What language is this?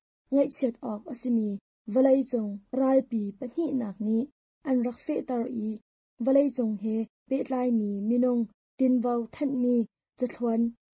Hakha Chin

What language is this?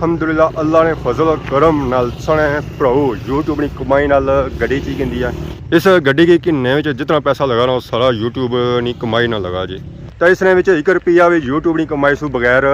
Pahari-Potwari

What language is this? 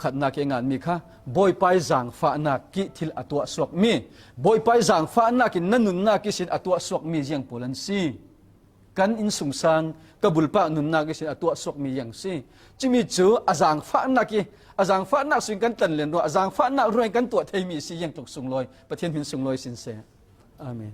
Falam Chin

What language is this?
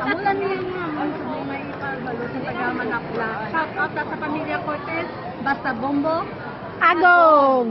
Hiligaynon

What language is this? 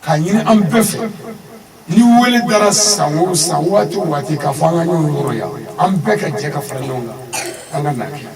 Bambara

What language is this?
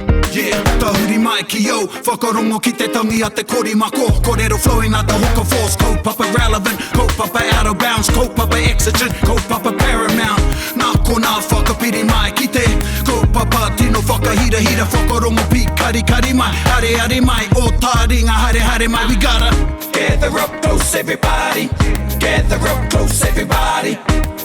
Māori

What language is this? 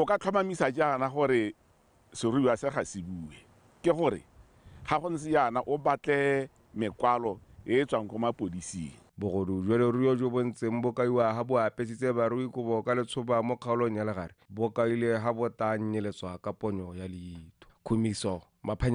Tswana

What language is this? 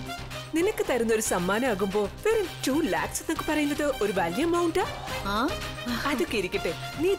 Malayalam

